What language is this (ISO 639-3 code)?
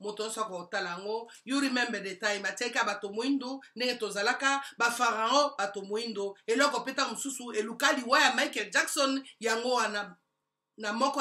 lin